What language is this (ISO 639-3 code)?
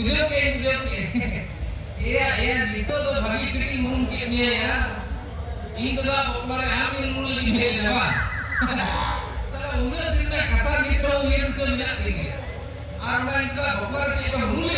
sat